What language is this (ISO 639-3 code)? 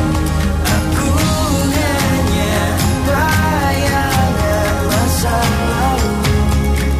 ind